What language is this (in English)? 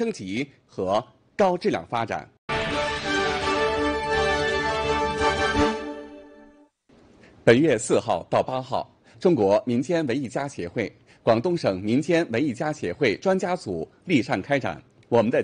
Chinese